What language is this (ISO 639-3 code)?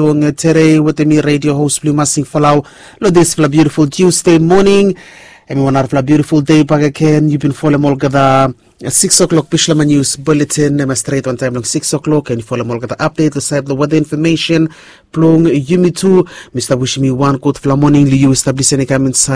bis